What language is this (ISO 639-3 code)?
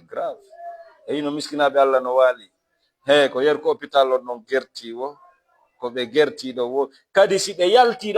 ful